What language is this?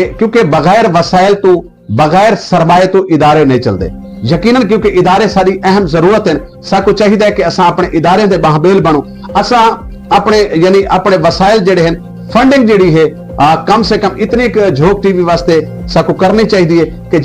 Saraiki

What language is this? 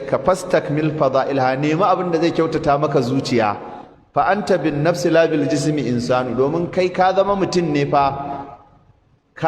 Hausa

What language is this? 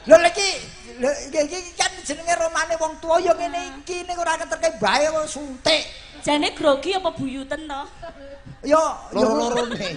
Javanese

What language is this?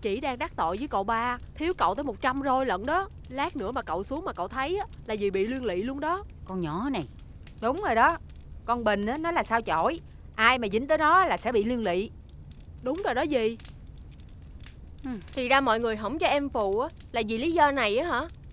Vietnamese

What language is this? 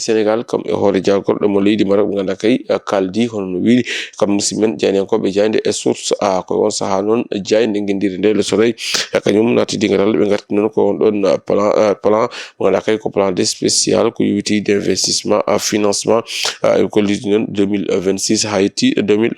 Fula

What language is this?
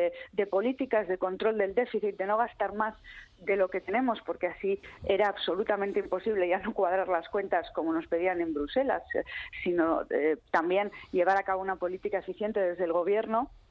Spanish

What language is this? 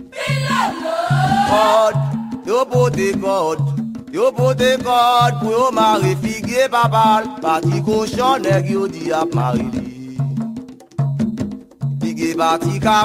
Haitian Creole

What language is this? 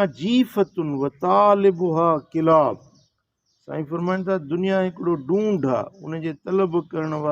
Sindhi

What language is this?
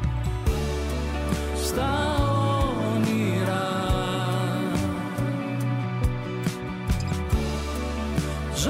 Greek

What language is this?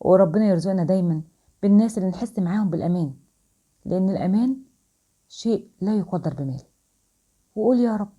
Egyptian Arabic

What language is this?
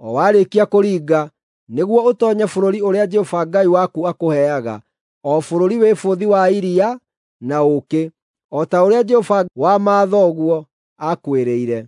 Kikuyu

